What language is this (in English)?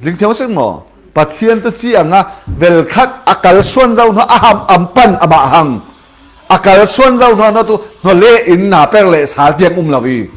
Falam Chin